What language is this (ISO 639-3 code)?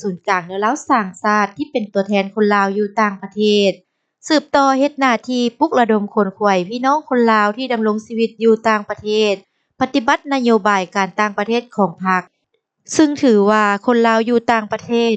lao